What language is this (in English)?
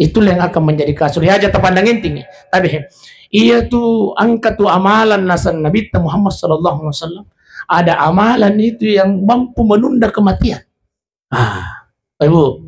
Buginese